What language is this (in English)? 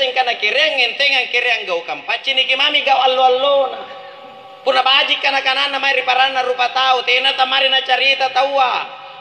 Makasar